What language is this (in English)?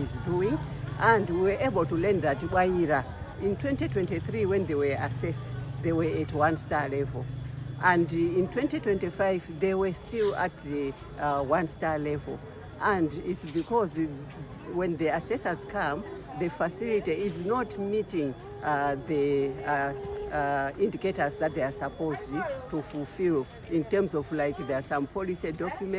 English